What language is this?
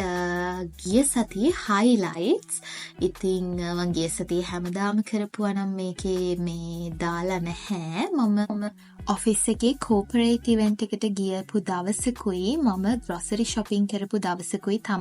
Sinhala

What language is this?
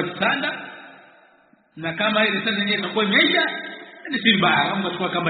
Swahili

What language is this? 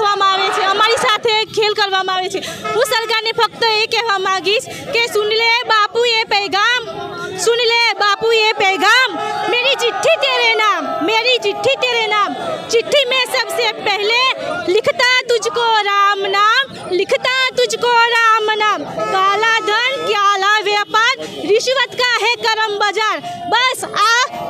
Gujarati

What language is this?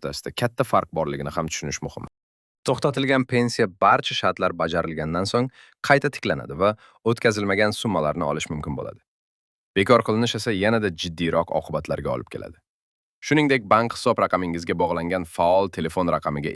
Uzbek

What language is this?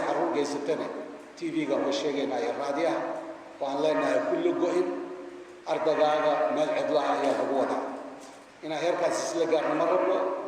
Somali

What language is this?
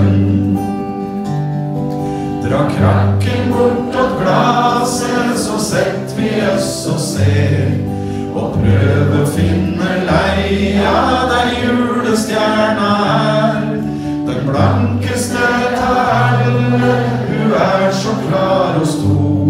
Norwegian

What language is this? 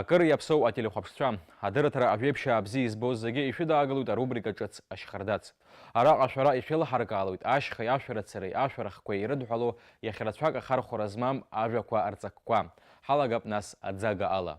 Abkhazian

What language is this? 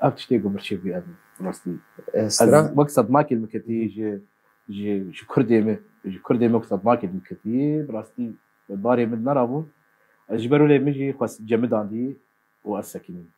Kurdish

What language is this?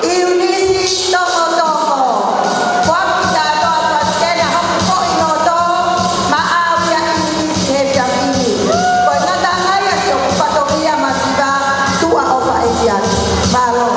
Tongan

